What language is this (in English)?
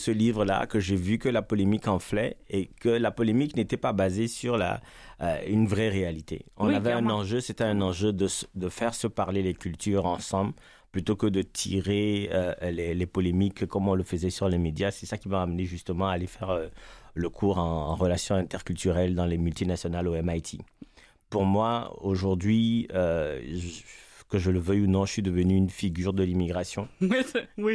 French